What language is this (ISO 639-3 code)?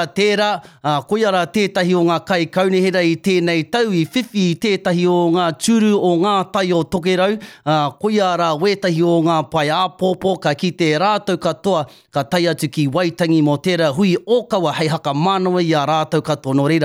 mri